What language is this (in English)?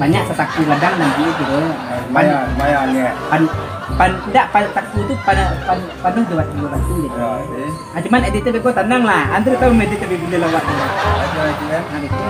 Minangkabau